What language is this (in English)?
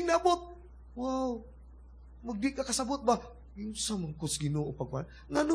Cebuano